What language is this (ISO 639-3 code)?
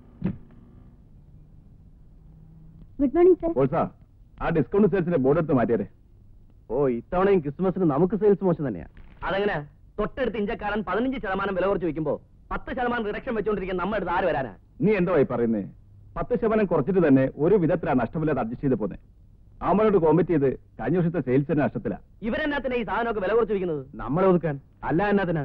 mal